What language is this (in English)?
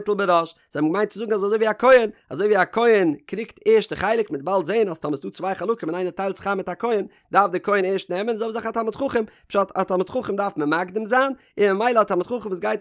Yiddish